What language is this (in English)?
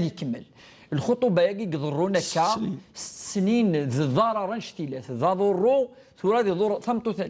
Kabyle